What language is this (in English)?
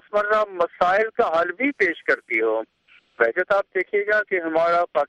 Urdu